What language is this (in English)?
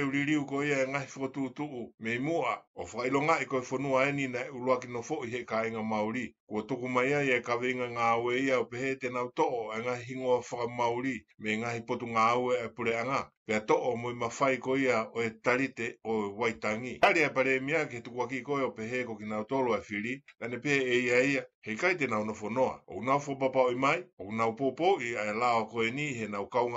Tongan